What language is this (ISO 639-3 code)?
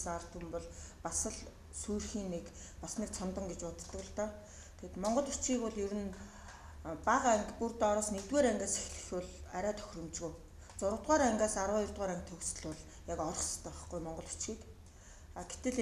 mon